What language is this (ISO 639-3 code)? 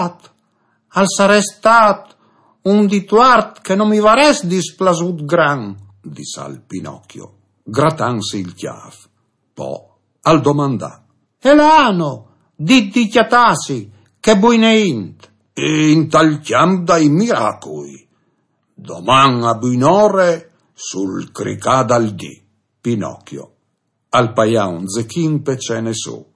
fur